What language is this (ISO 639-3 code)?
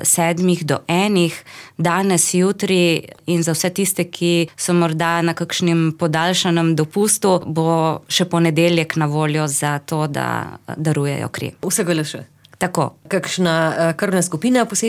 slv